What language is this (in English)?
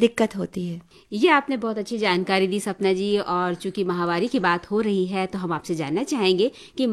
Hindi